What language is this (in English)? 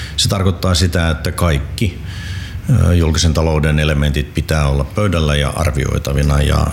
Finnish